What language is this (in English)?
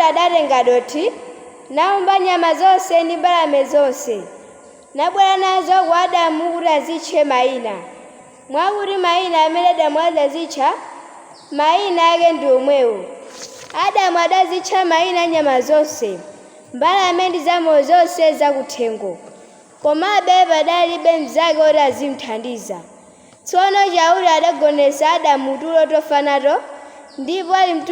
Nyanja